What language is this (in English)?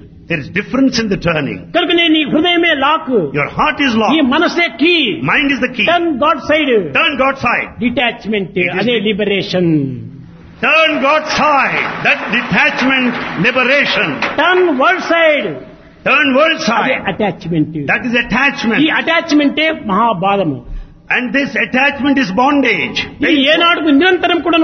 Telugu